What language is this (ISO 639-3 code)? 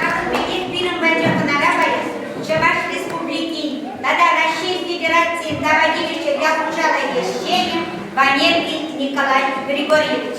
chv